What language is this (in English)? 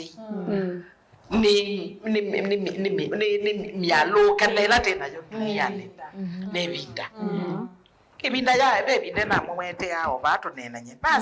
Kamba